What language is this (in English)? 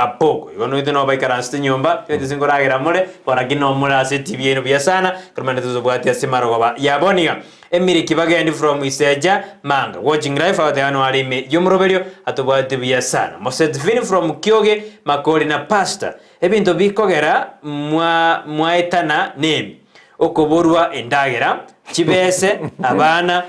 Gusii